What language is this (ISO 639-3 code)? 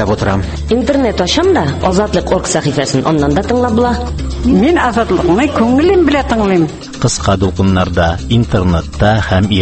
tat